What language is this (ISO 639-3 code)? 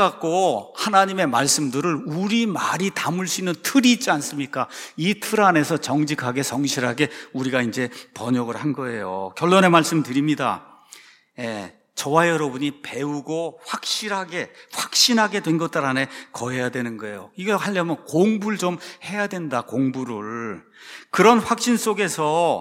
kor